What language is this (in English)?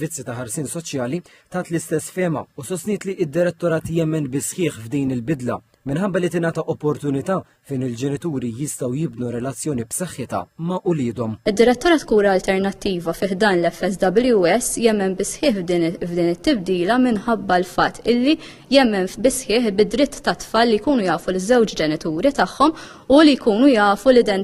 Maltese